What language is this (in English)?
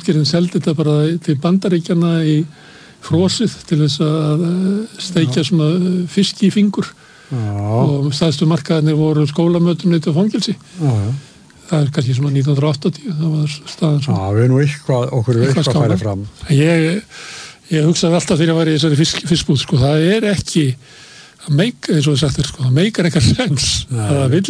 Icelandic